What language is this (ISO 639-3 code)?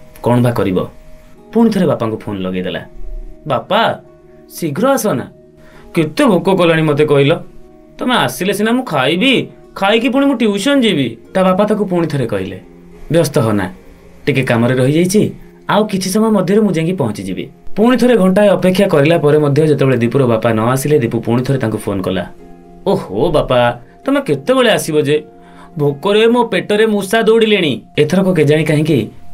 ori